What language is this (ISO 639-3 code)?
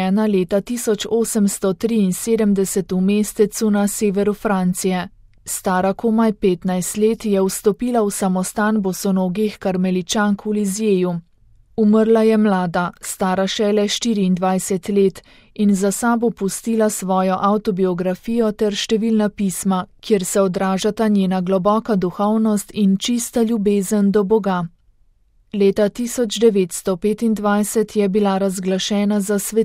slv